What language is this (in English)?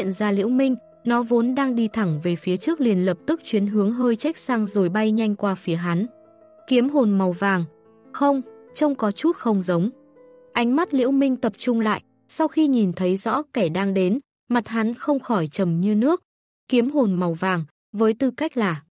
Vietnamese